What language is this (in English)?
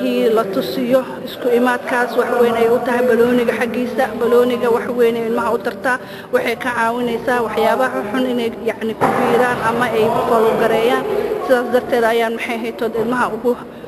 Somali